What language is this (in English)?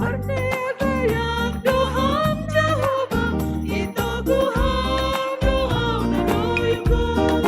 Batak Simalungun